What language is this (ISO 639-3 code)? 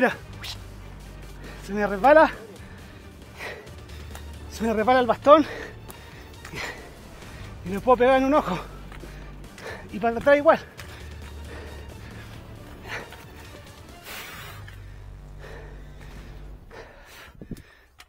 spa